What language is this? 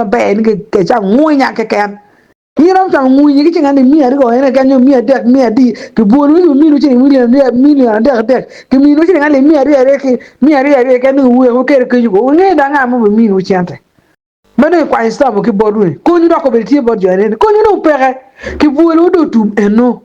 Acoli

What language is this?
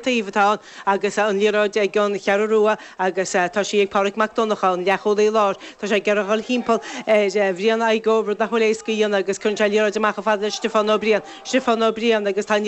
Irish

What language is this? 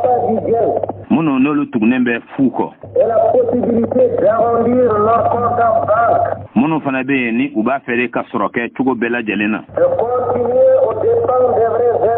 Bambara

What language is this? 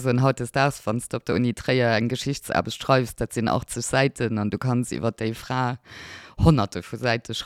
Luxembourgish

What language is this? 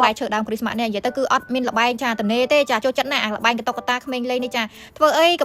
Khmer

